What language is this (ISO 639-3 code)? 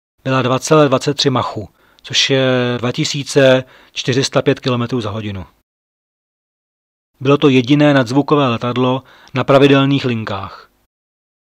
ces